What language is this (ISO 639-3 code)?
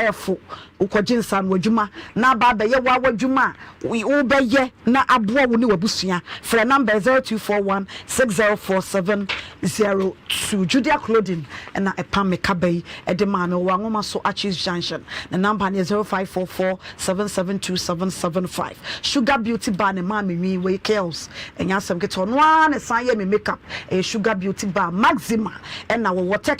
aka